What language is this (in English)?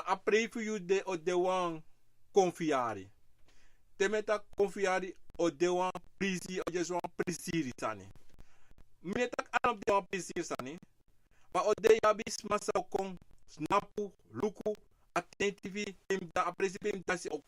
Sranan Tongo